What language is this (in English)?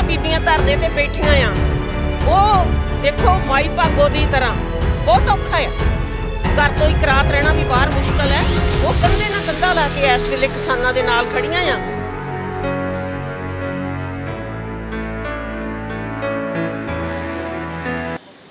Punjabi